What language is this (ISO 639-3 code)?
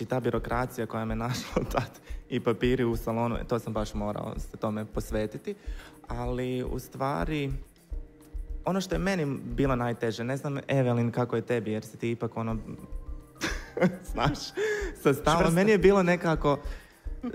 hrv